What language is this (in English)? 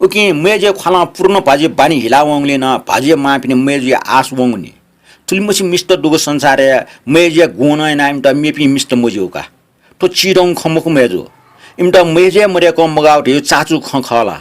Newari